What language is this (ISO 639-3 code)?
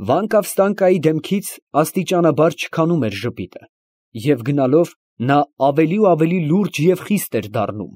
hye